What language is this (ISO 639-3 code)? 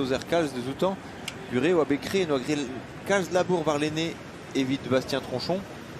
bre